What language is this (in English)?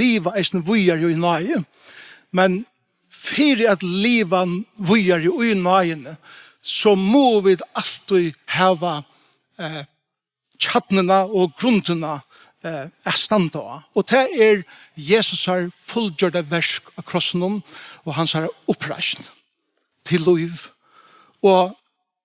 Faroese